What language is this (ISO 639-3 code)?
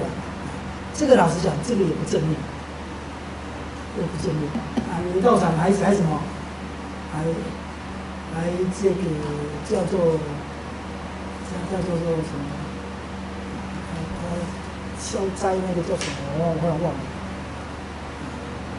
zho